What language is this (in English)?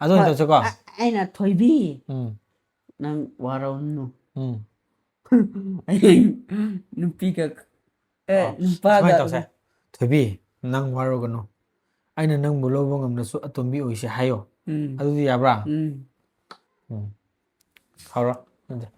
Manipuri